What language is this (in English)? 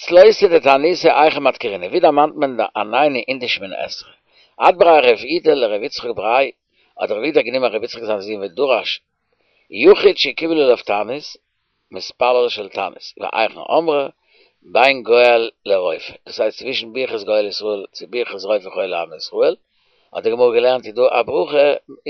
Yiddish